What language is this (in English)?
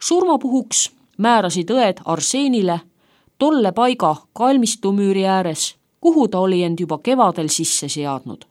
Estonian